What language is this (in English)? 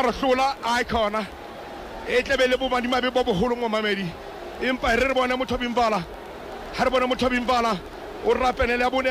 Southern Sotho